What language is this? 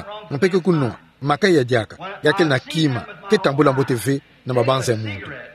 Kituba (Democratic Republic of Congo)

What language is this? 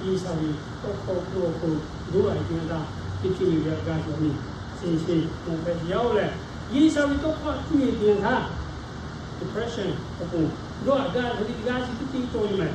Lahu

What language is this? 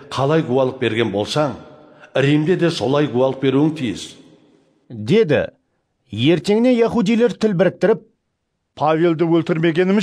Kara-Kalpak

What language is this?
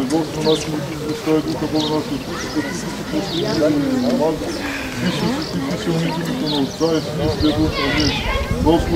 Bulgarian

